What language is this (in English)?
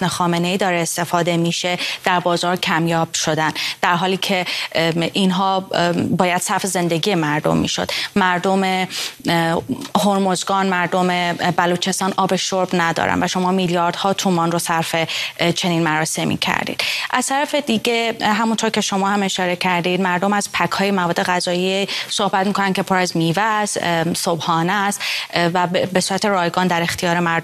Persian